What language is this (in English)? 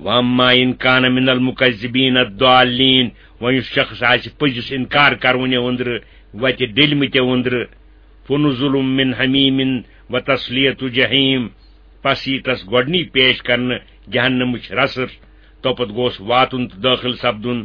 Kashmiri